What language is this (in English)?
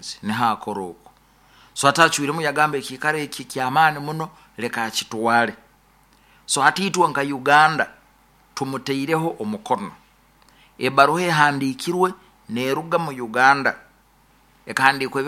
Nyoro